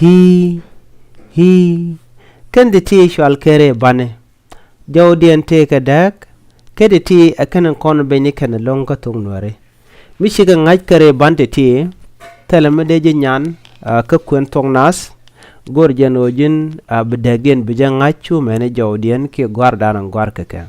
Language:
Nuer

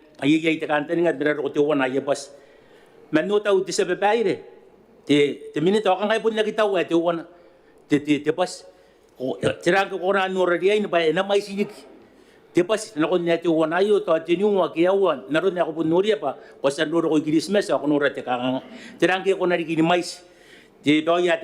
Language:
Gilbertese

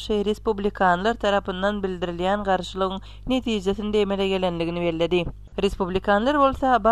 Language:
Turkmen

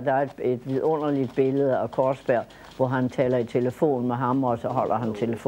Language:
Danish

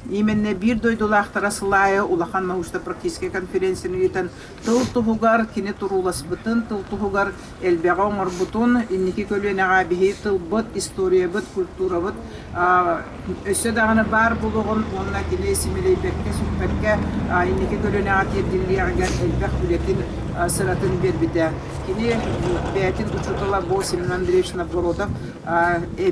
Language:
Yakut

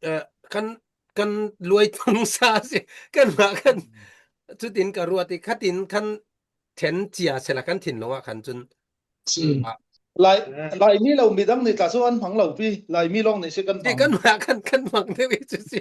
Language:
Falam Chin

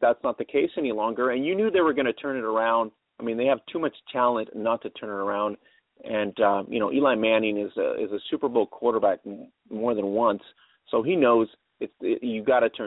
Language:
English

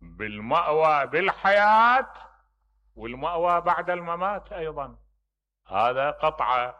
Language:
Mesopotamian Arabic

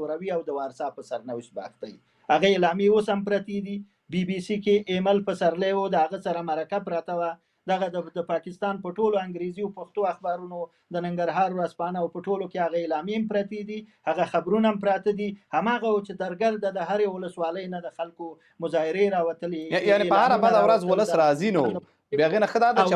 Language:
Pashto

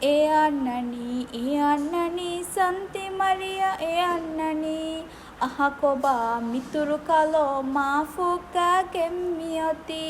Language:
Divehi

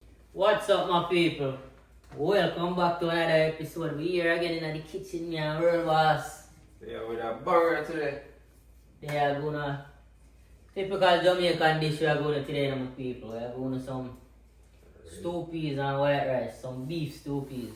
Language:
Jamaican Creole English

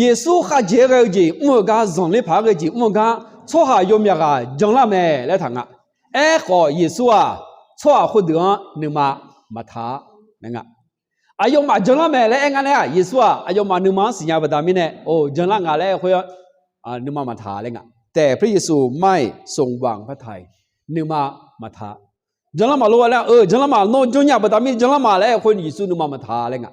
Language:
Akha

